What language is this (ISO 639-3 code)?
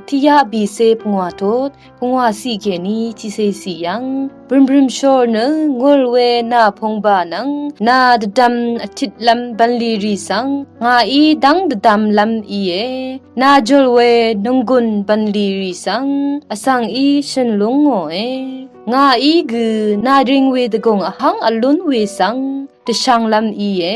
raw